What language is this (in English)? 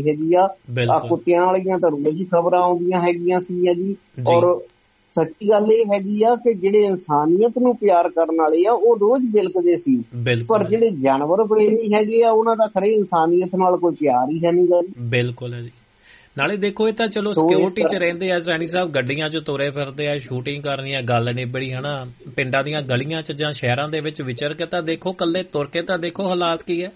Punjabi